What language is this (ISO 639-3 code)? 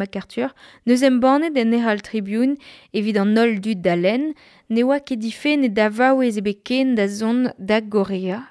bre